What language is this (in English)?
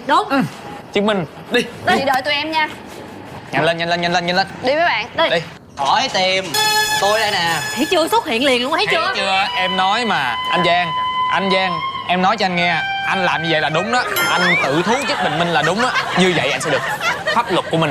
Vietnamese